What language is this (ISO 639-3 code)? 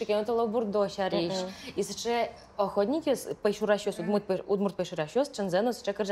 udm